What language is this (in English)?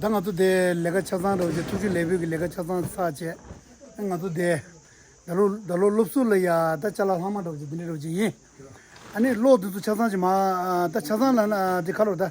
Tibetan